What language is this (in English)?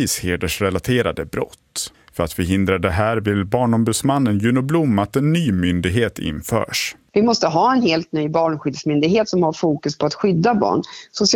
Swedish